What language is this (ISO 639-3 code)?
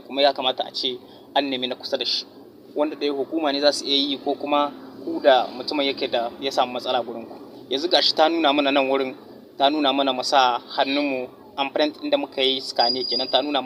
hau